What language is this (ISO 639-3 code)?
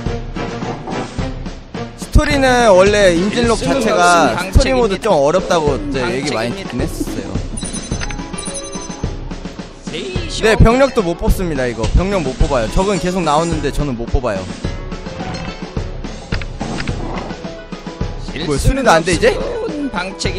kor